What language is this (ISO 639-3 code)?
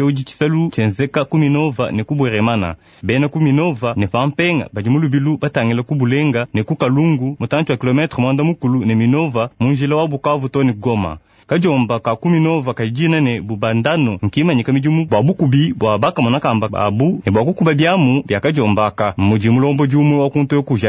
lua